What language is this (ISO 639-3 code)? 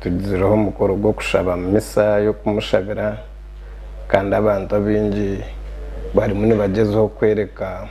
nyn